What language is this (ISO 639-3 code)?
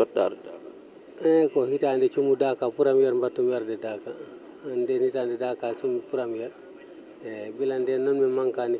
ful